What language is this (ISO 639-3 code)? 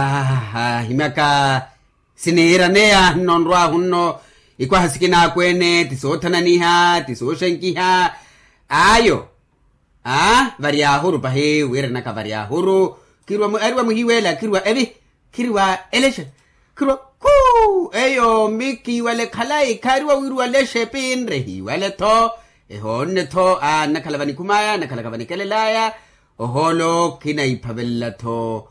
vmw